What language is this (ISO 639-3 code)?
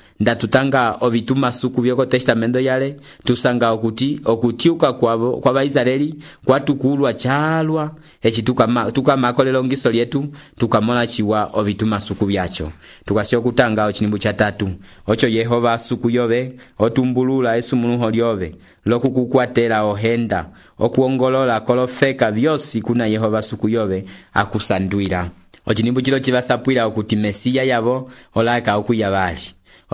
umb